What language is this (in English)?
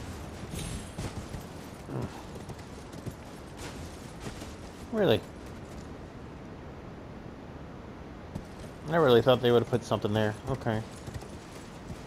English